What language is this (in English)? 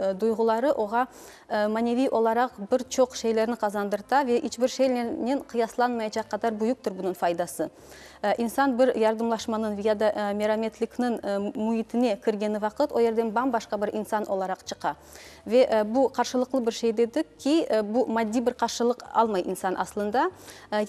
Crimean Tatar